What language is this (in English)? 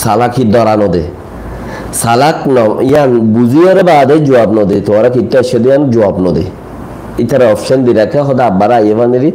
Rohingya